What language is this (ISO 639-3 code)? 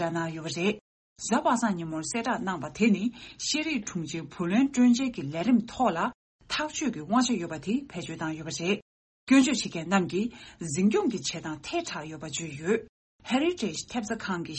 bod